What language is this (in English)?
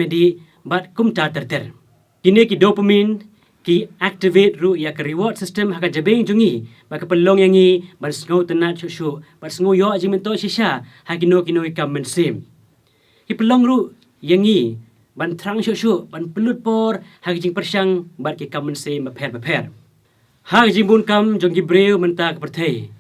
Khasi